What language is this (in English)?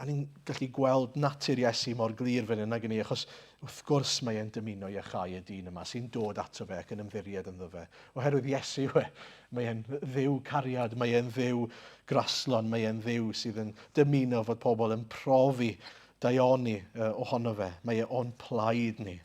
Welsh